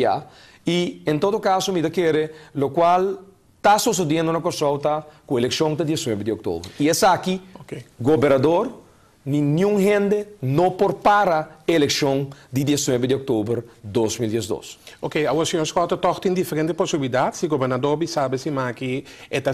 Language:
Papiamento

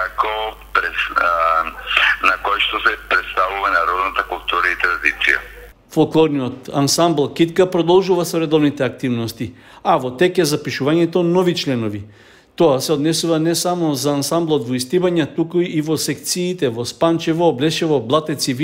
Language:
Macedonian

